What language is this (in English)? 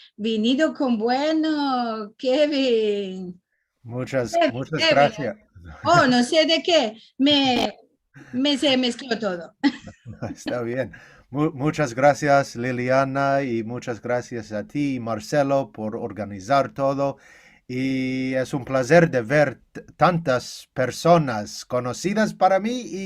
Ladino